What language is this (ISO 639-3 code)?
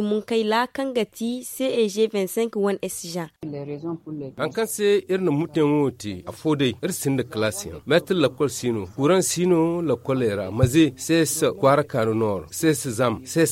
dje